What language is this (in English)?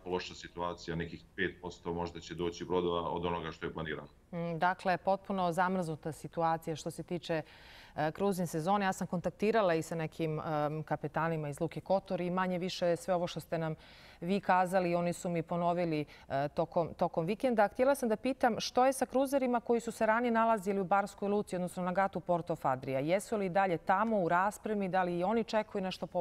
Croatian